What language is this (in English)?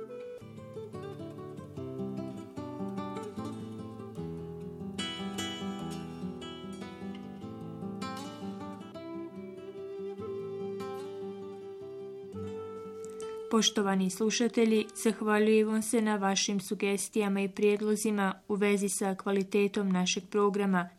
Bosnian